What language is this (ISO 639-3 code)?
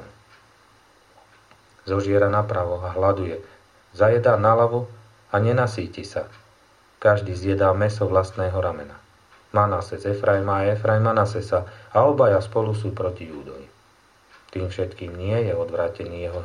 slk